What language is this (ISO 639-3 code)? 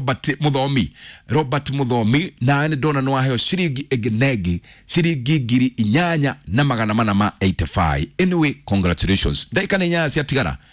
kik